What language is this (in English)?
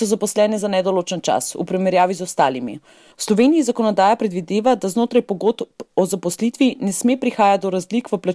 Slovenian